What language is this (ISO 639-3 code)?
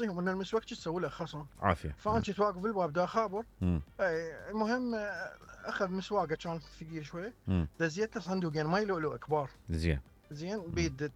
acm